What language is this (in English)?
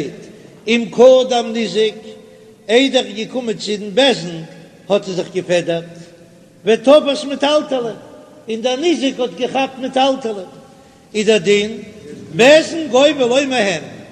Yiddish